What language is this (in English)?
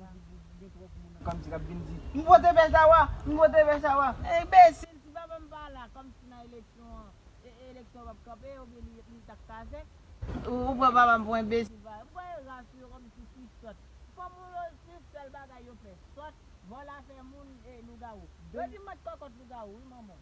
Haitian Creole